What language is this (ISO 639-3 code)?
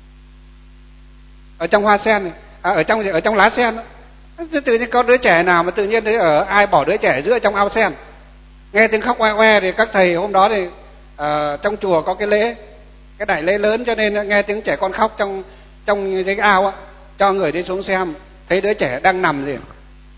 vie